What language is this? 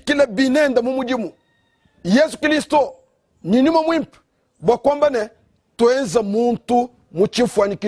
Luba-Lulua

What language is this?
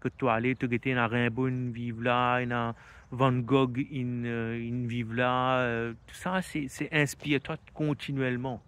Morisyen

